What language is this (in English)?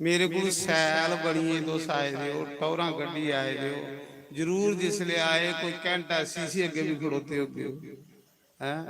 Dogri